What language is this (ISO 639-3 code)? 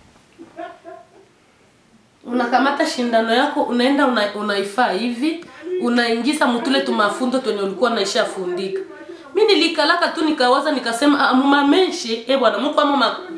swa